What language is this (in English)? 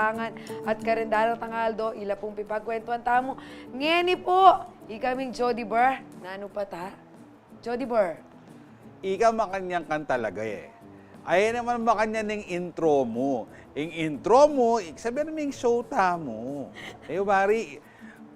Pampanga